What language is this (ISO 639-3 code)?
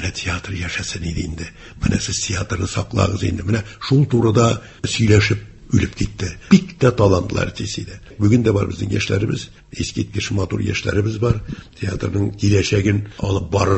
tat